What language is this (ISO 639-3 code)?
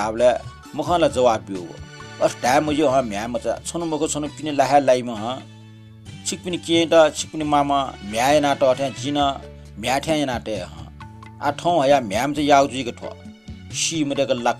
new